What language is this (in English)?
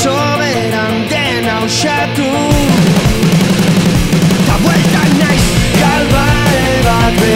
Basque